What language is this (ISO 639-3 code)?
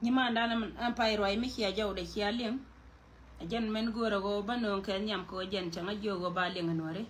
nus